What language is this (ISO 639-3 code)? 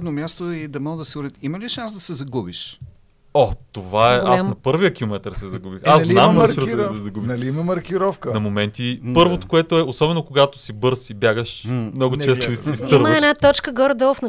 bul